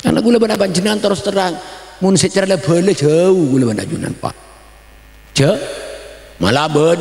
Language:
Madurese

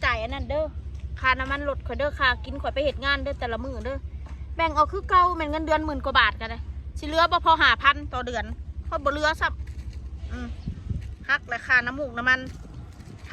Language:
Northeastern Thai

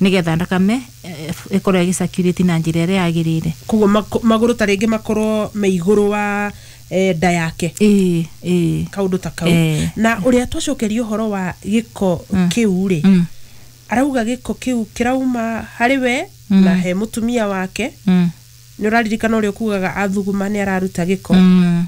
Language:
Kikuyu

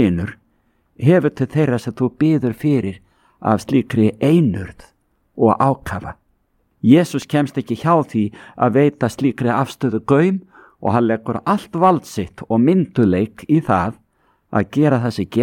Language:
Icelandic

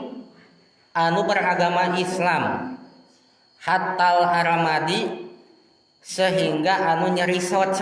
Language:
Sundanese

